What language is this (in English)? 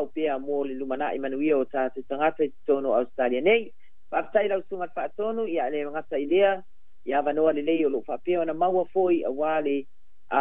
Samoan